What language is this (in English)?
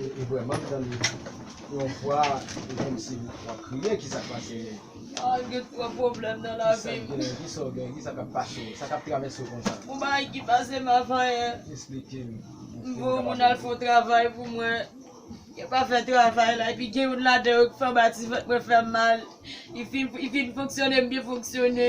Haitian Creole